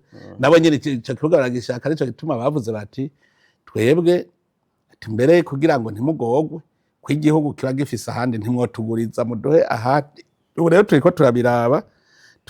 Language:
Rundi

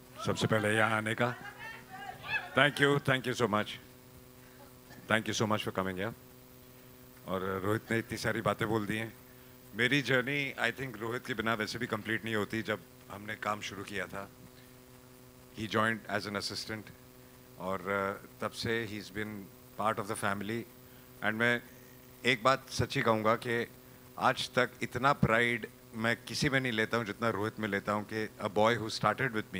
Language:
Hindi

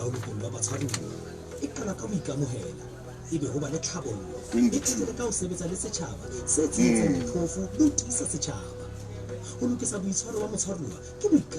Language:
Southern Sotho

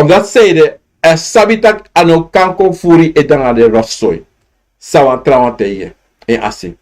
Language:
Sranan Tongo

